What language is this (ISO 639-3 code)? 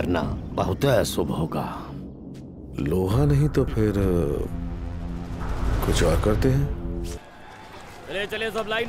hin